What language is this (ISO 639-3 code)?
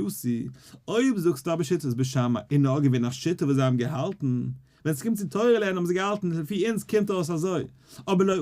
yid